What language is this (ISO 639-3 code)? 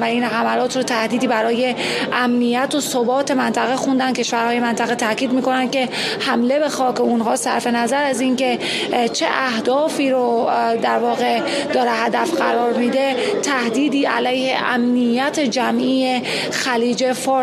fas